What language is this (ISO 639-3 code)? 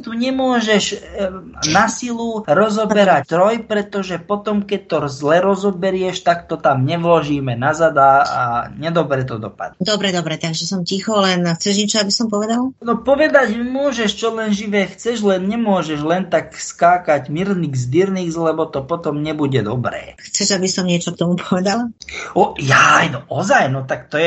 slk